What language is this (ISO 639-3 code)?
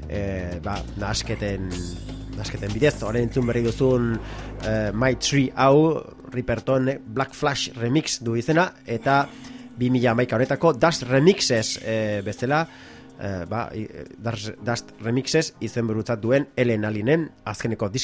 eus